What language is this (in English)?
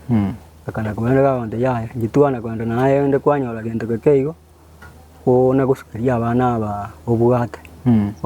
Gusii